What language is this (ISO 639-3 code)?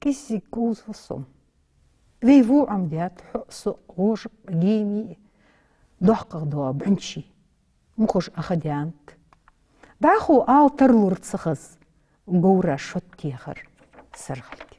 inh